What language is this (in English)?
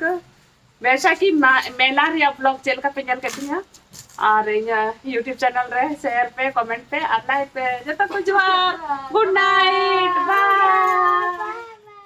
Santali